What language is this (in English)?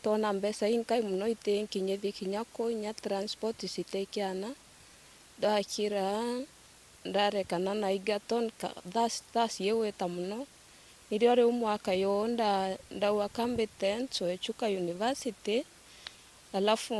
Meru